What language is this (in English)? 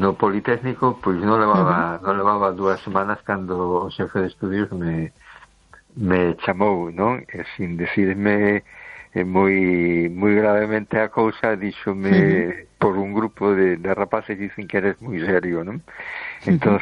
Galician